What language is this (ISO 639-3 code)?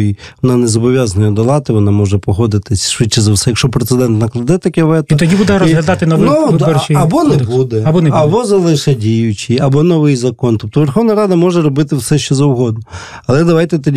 ukr